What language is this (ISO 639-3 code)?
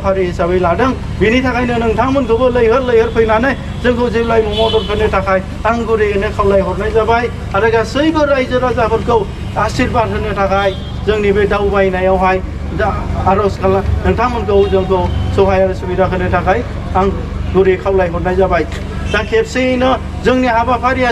brx